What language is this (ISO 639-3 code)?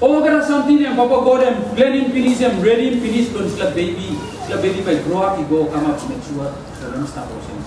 tpi